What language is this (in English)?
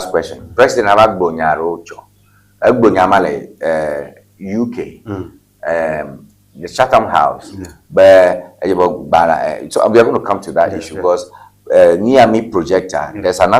Ewe